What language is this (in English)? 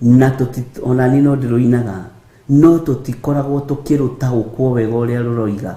Kikuyu